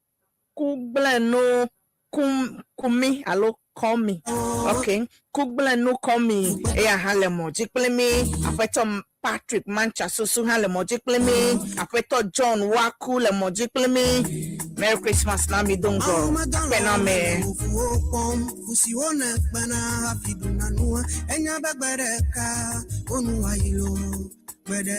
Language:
Ewe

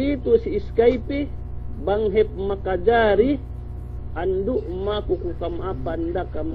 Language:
Yakan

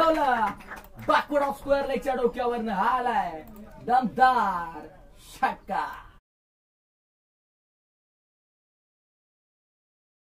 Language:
Marathi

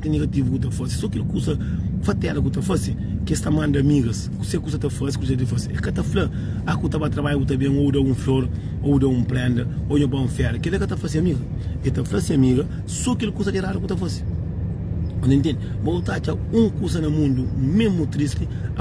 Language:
Kabuverdianu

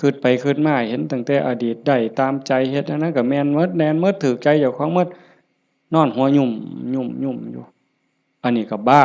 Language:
Lao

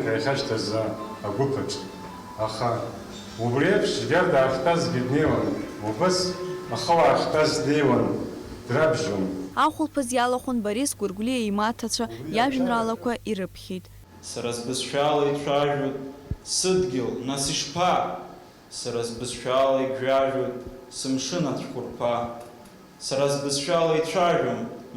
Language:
Abkhazian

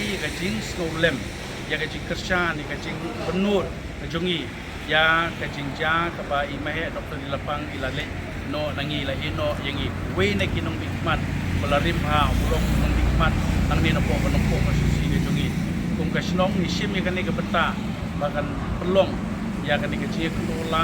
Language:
Khasi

